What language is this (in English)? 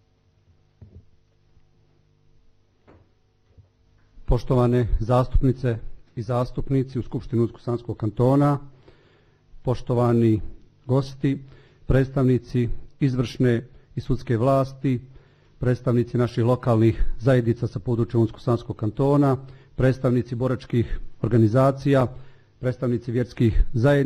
Bosnian